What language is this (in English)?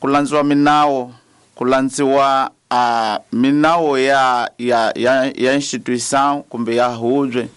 Tsonga